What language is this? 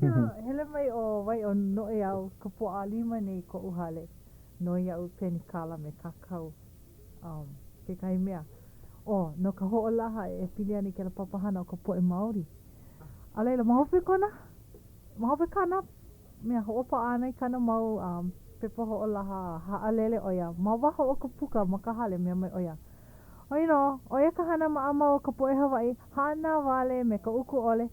Hawaiian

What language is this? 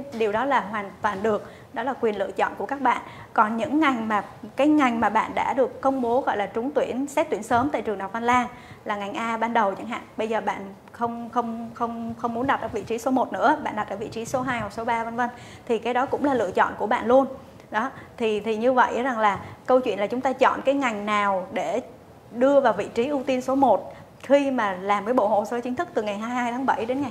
Vietnamese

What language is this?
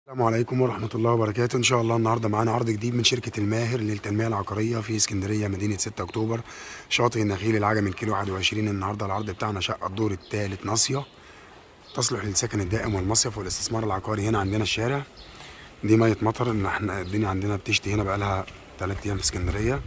Egyptian Arabic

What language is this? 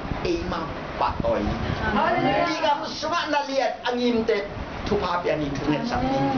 Tedim Chin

